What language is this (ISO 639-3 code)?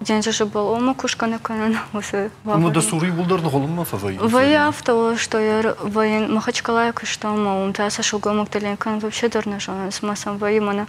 oss